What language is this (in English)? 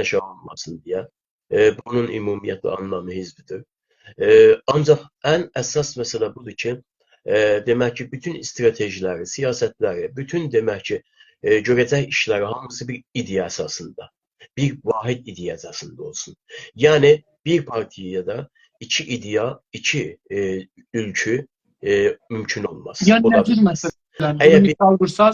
South Azerbaijani